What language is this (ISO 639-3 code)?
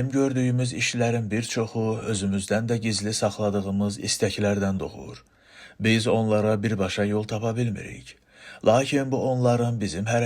aze